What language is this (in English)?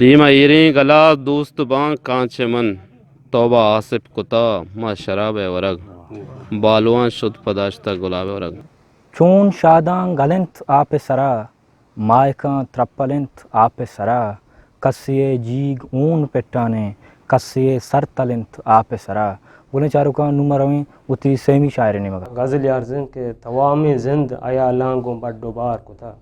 Eastern Balochi